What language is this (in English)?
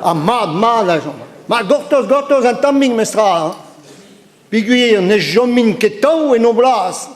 Breton